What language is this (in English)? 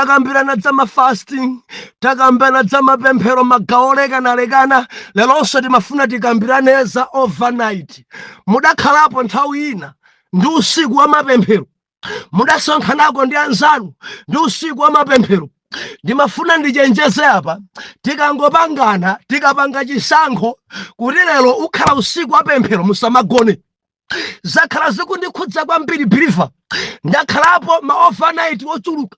Nyanja